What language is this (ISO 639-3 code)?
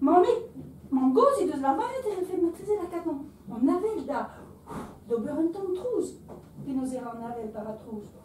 bre